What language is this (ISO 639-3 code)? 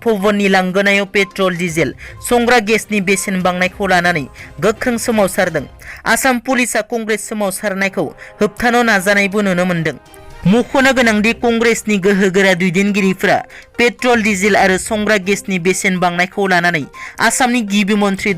brx